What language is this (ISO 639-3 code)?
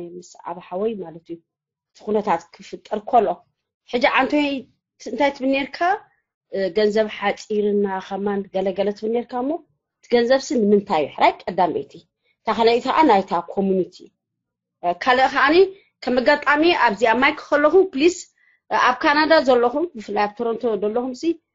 tir